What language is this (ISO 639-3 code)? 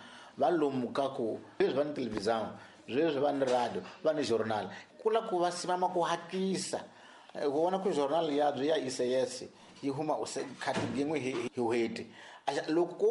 tso